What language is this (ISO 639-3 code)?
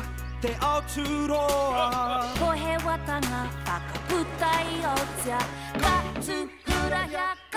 mri